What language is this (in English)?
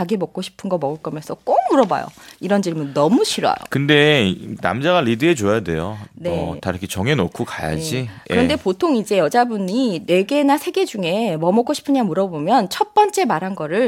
Korean